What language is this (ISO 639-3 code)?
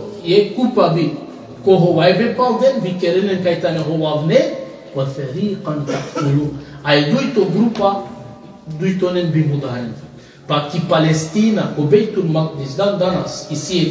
rmn